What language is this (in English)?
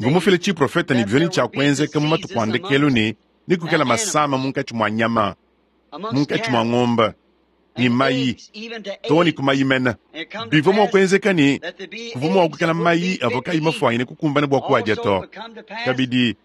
Luba-Lulua